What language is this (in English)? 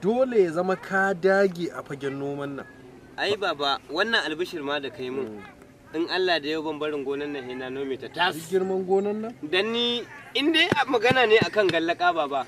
Hausa